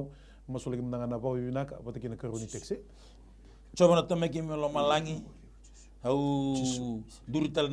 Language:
Fijian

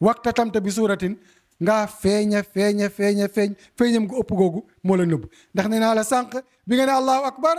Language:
Wolof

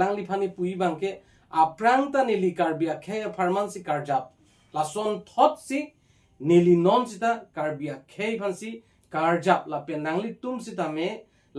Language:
Karbi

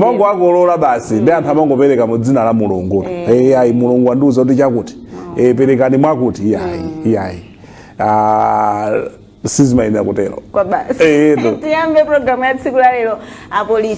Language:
Nyanja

